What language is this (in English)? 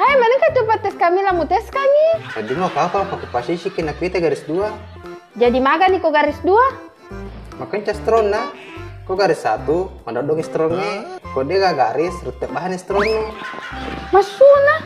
Buginese